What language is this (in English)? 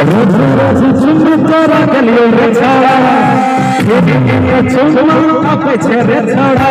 Maithili